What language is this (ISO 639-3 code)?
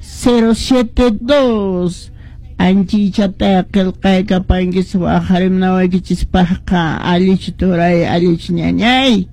que